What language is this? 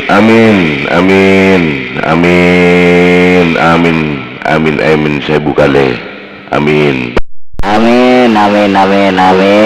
Madurese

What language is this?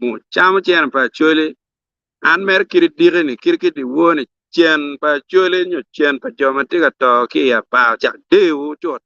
Acoli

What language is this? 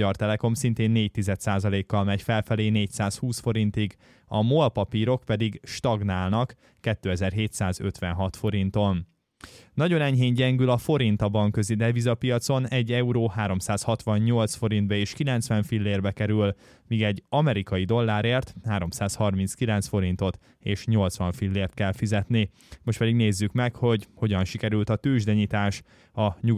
Hungarian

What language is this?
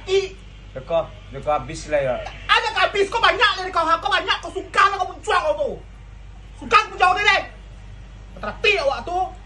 Minangkabau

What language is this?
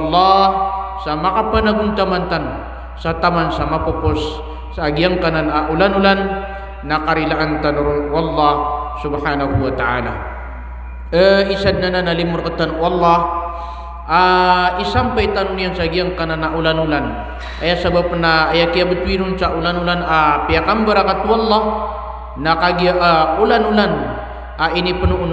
Maranao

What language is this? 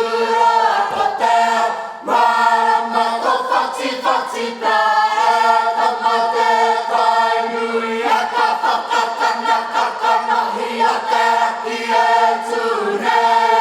Māori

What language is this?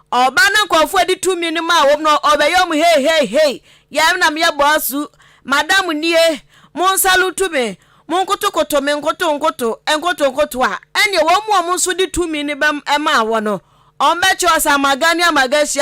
Akan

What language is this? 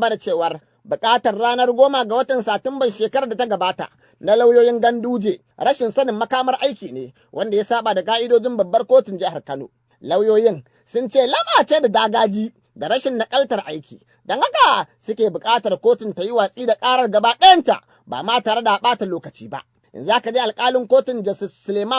Hausa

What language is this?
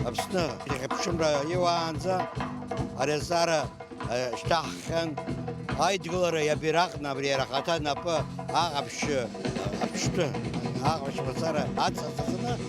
Abkhazian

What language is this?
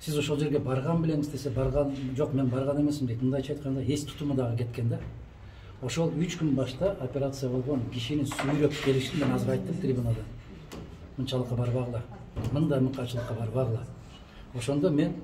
Kyrgyz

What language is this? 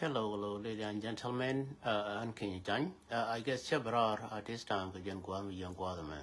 Nuer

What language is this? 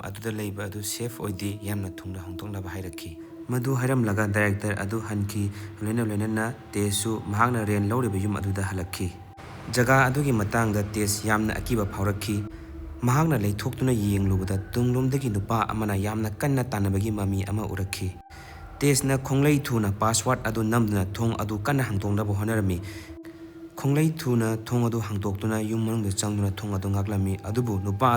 Manipuri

